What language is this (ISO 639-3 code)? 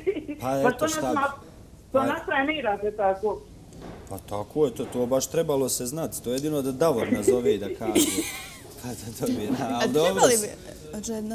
bos